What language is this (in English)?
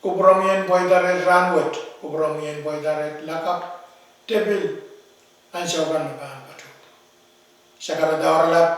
Pohnpeian